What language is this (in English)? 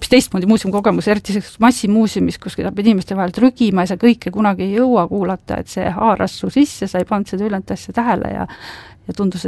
Estonian